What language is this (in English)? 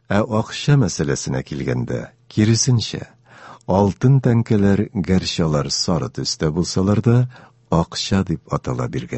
Tatar